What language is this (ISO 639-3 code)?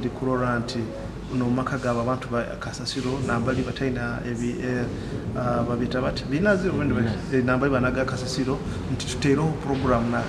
nyo